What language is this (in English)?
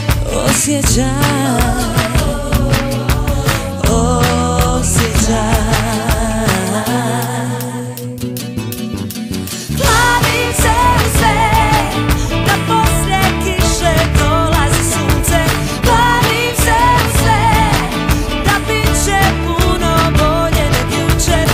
Croatian